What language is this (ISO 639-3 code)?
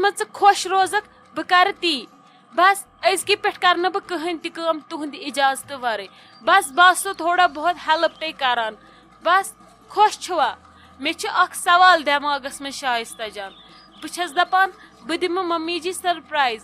kas